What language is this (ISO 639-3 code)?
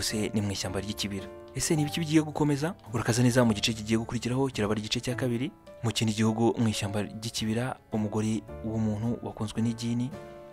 kin